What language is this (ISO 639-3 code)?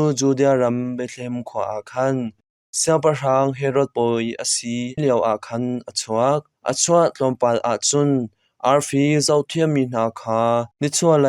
cnh